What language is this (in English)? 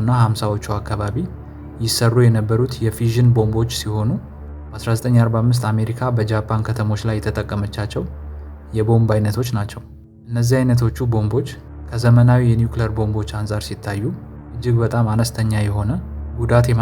Amharic